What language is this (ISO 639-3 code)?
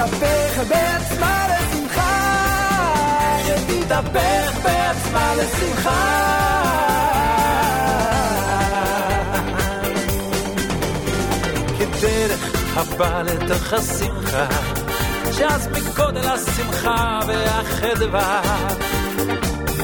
heb